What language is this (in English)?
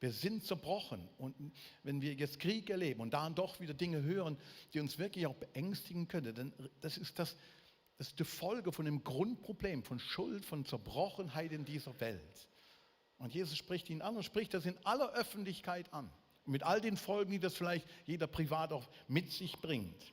Swiss German